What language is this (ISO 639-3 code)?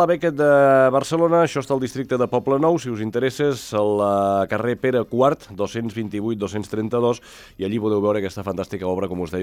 cat